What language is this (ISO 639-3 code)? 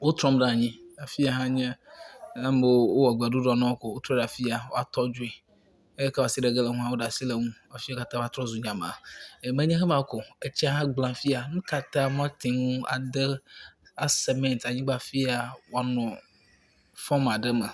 ewe